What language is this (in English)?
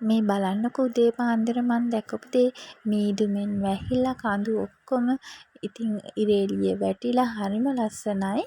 Sinhala